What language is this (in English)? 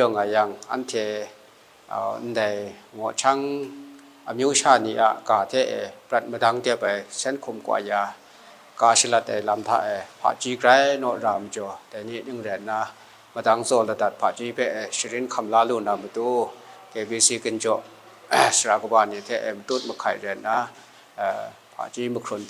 Kachin